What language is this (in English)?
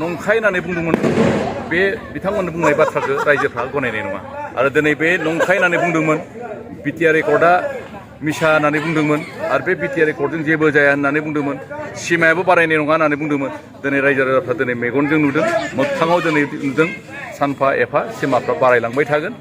Bodo